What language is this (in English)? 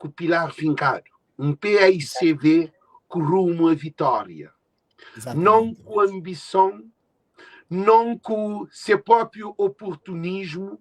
Kabuverdianu